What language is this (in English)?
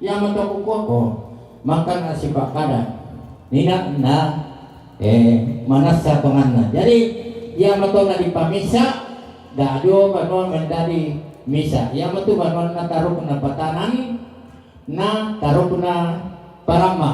Toraja-Sa'dan